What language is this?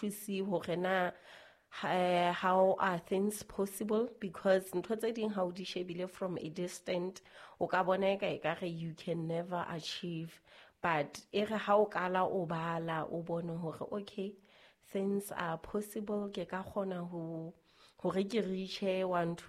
Southern Sotho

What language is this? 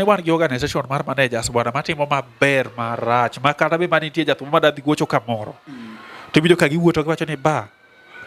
Luo (Kenya and Tanzania)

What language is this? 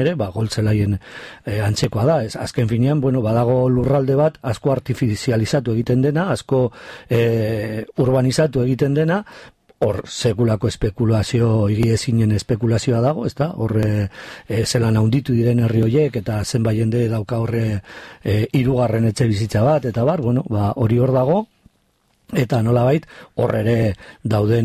Basque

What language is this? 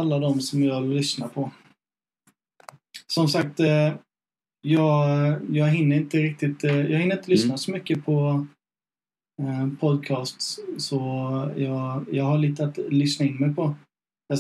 Swedish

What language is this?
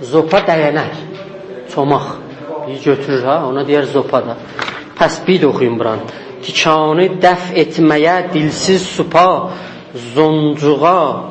South Azerbaijani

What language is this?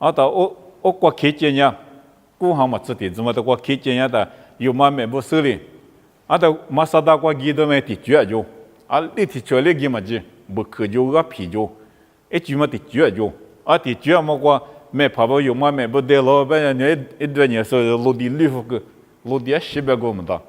Lisu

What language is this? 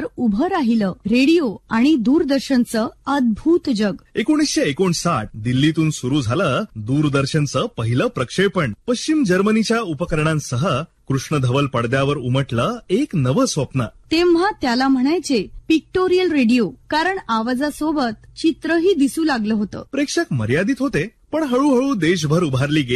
Marathi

